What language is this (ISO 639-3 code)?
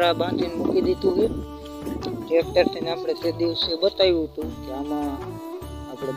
guj